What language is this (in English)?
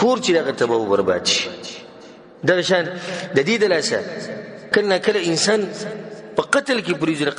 Pashto